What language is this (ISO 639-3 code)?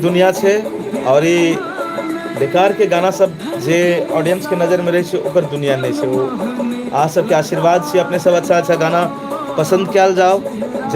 mai